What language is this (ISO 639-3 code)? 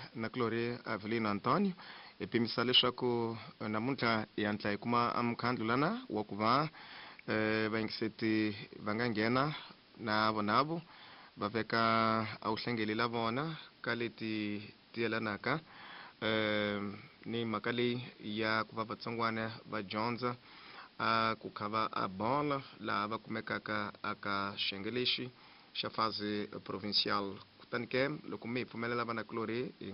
tso